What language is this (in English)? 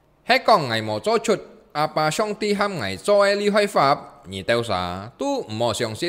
Hakka Chinese